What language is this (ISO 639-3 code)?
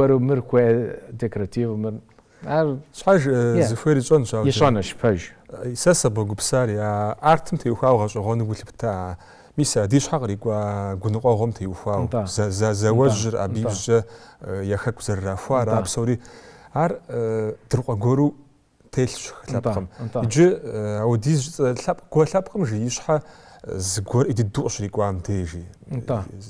kbd